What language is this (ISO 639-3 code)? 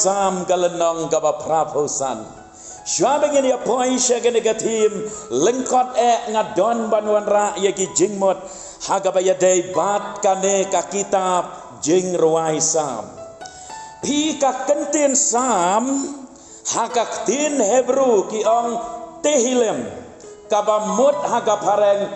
kha